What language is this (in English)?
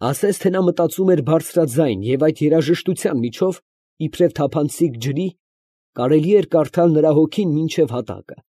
Armenian